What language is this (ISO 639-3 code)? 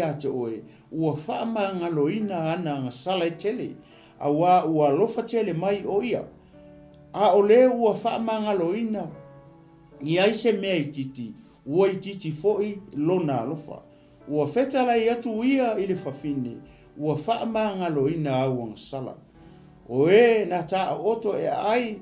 smo